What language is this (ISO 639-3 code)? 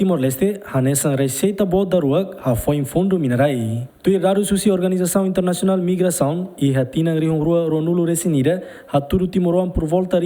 tet